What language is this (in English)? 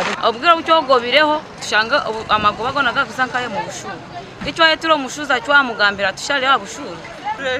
Nyankole